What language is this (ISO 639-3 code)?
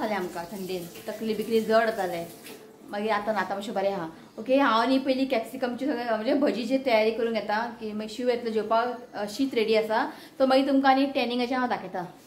kok